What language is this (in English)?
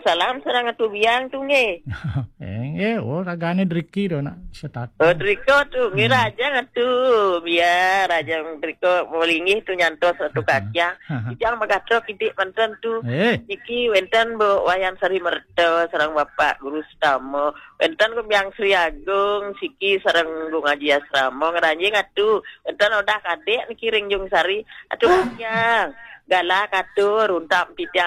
Balinese